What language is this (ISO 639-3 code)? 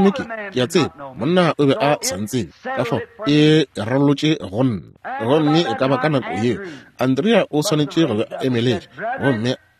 nso